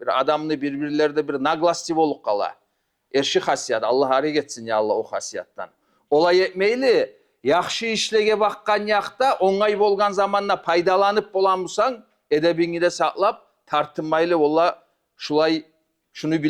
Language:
Kumyk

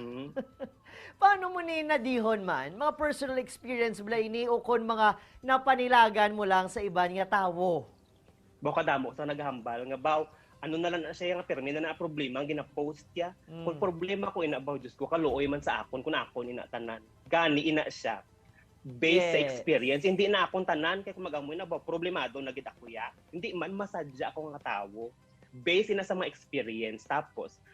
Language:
Hiligaynon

